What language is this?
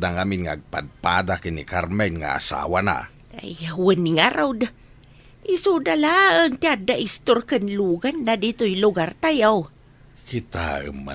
Iloko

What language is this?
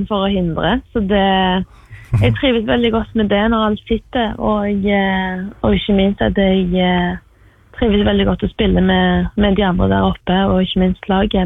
Norwegian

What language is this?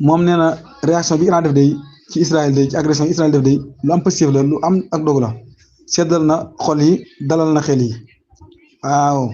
Wolof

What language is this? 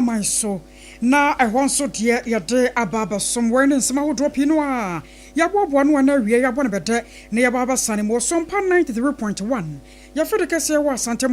Akan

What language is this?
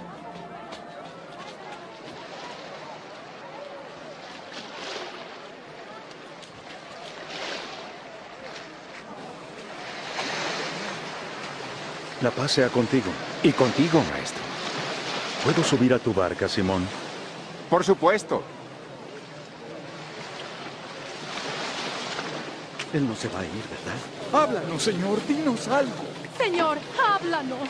Spanish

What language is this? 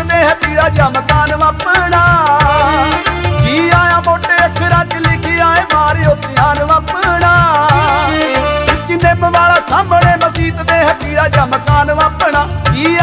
Punjabi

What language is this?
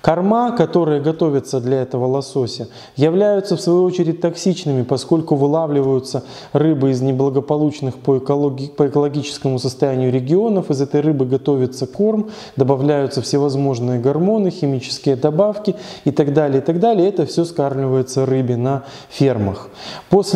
Russian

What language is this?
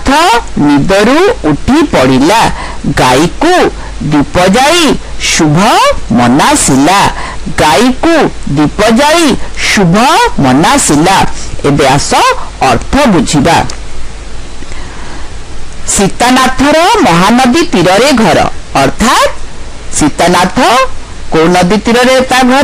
Odia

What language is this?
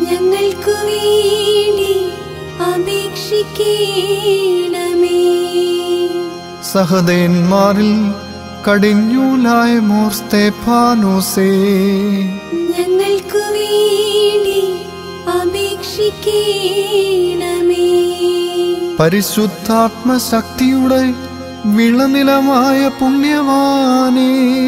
Malayalam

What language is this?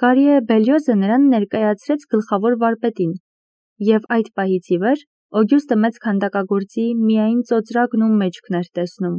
Armenian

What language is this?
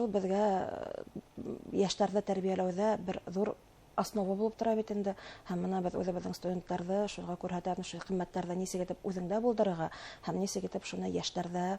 Bashkir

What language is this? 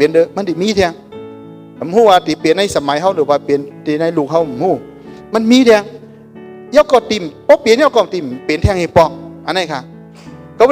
Shan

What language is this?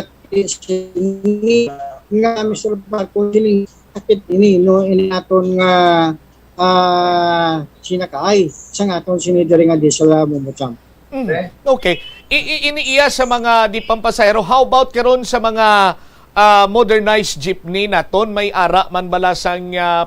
Hiligaynon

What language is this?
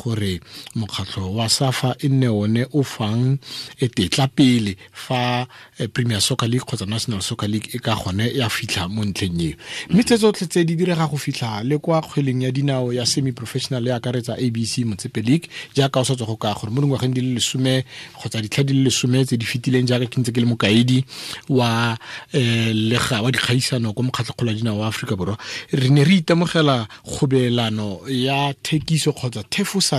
Tswana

